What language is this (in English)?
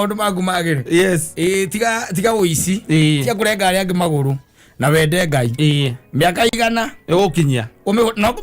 Kikuyu